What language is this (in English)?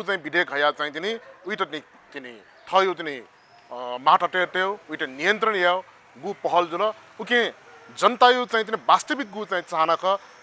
Newari